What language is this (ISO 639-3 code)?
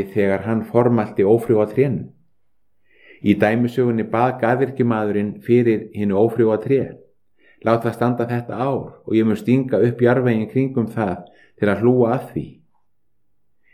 isl